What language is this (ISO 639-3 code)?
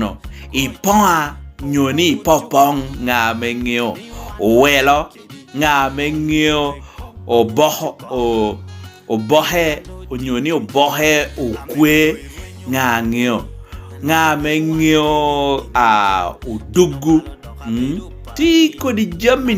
laj